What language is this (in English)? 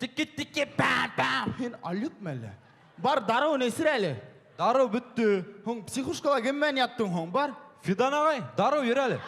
Bashkir